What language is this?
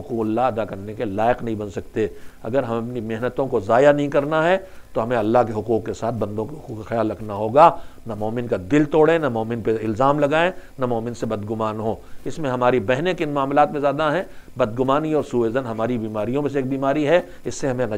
Urdu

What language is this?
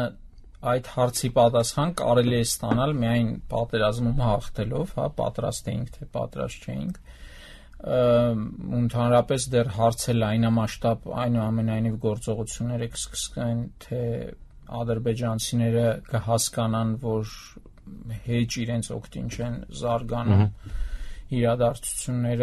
Armenian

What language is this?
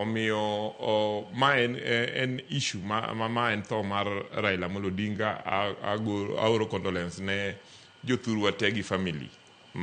Luo (Kenya and Tanzania)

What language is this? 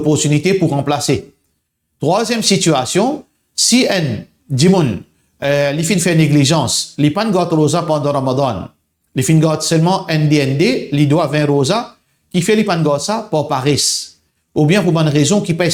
Morisyen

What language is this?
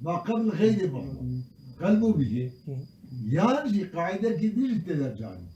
Kurdish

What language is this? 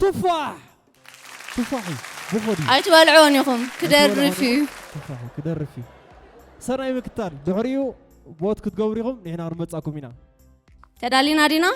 Tigrinya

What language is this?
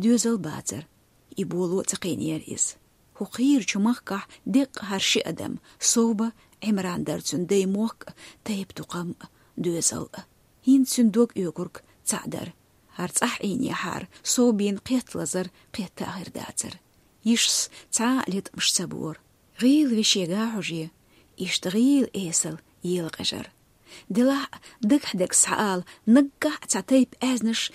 Chechen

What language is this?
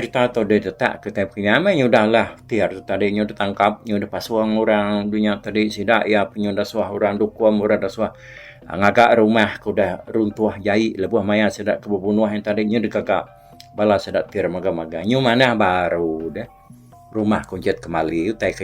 Iban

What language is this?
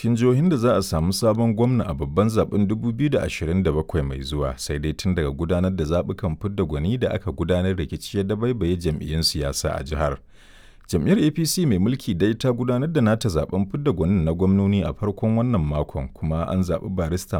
Hausa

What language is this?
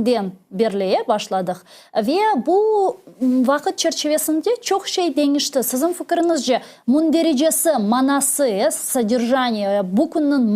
Crimean Tatar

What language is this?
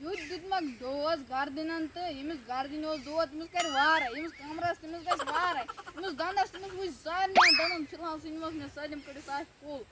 Kashmiri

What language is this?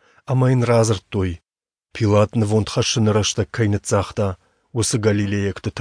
Ossetic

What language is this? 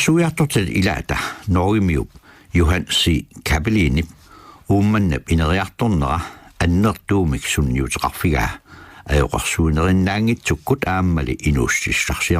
Kalaallisut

